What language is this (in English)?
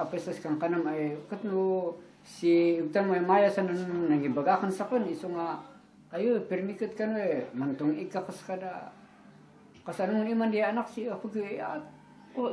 Kankanaey